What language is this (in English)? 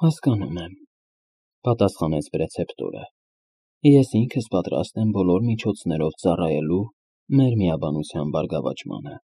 Armenian